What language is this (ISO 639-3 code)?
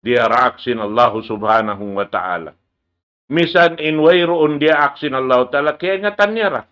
tsg